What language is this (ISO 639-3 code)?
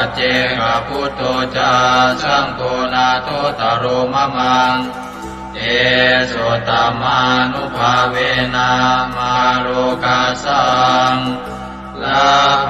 pli